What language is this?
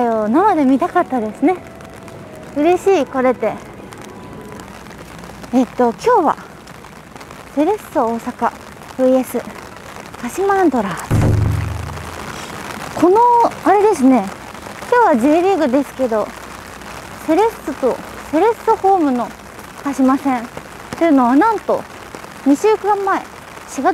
Japanese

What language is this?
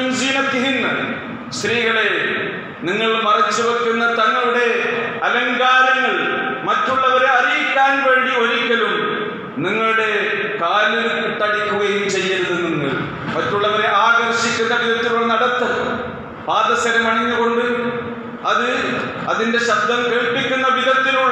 Malayalam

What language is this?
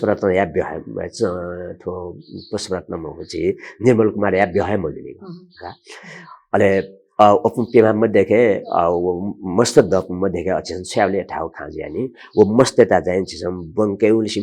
Newari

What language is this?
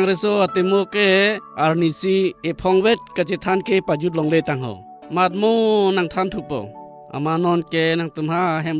Karbi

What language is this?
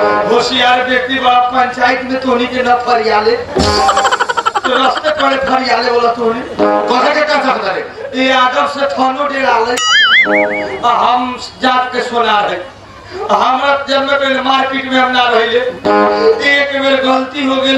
Bhojpuri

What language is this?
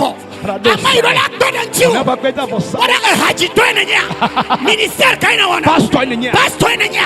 Ewe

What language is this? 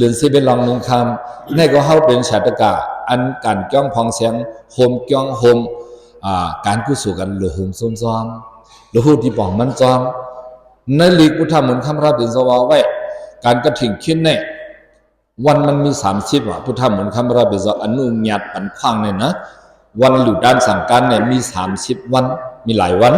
Shan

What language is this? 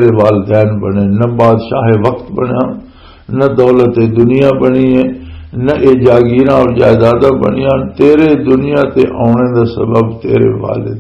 Western Panjabi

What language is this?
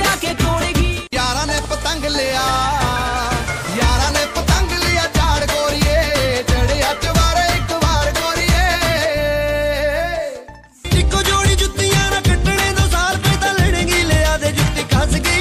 Punjabi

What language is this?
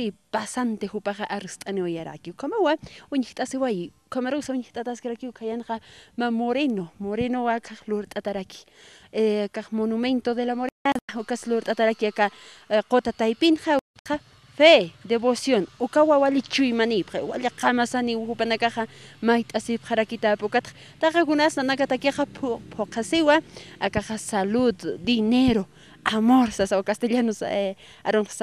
Aymara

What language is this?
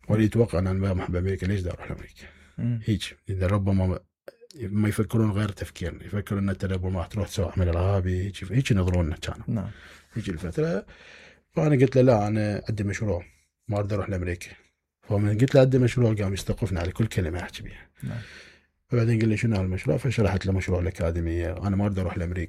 Mesopotamian Arabic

